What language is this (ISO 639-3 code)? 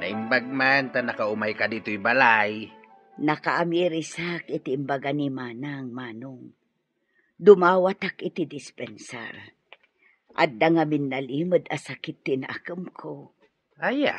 ilo